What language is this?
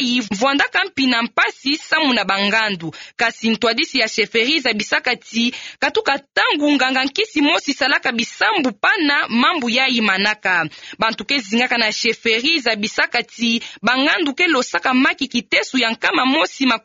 Kituba (Democratic Republic of Congo)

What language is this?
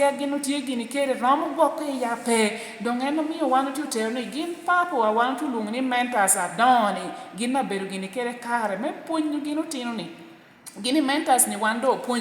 Lango (Uganda)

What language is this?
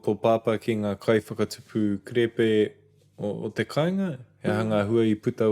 Māori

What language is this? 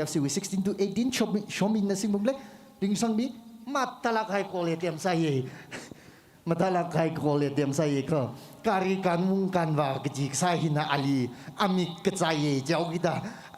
Tangkhul Naga (India)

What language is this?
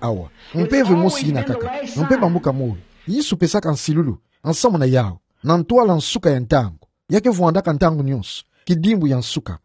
Kituba (Democratic Republic of Congo)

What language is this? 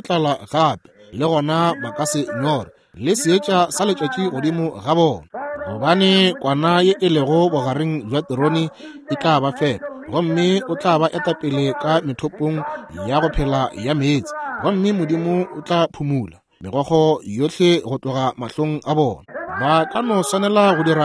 Northern Sotho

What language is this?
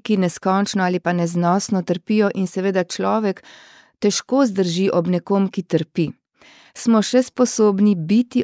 Slovenian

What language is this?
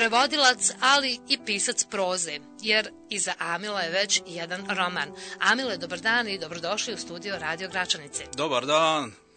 Bosnian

